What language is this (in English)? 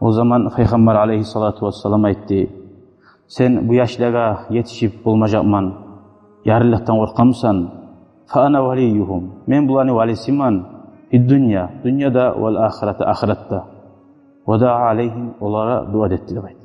Kumyk